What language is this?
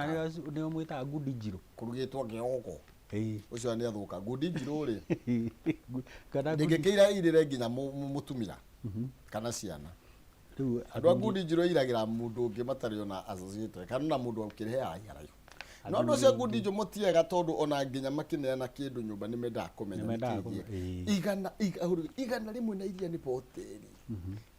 Kikuyu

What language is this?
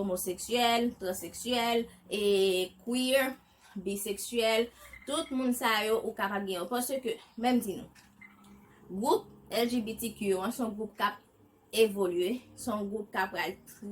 Haitian Creole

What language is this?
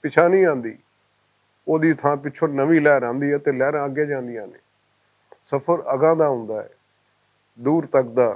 Western Panjabi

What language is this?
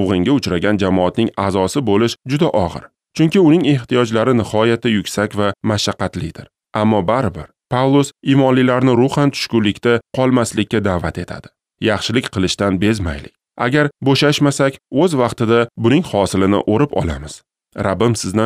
Uzbek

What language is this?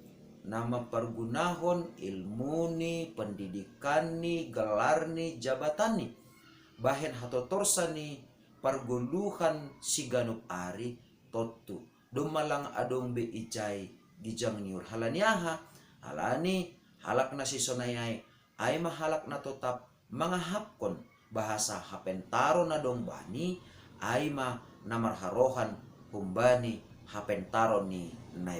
Batak Simalungun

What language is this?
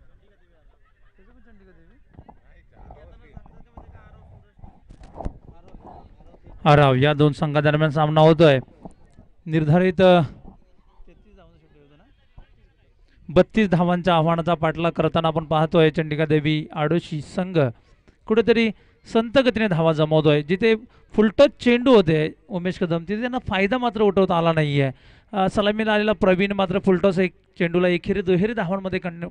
Marathi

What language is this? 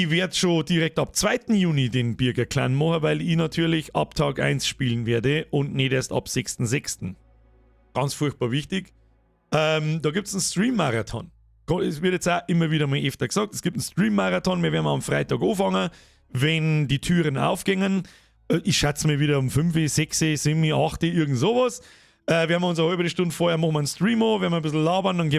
Bavarian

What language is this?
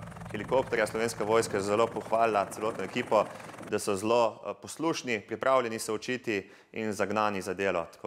Slovenian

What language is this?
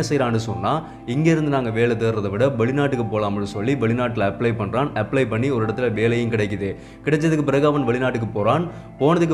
Tamil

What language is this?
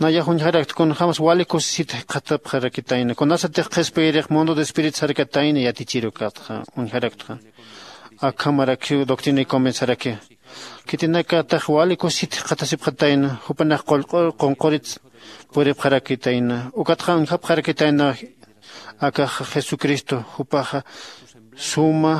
Aymara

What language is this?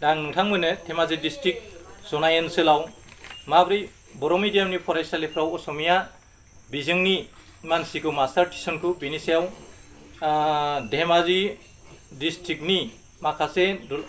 Bodo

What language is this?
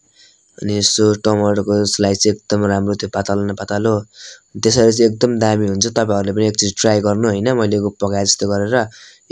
Nepali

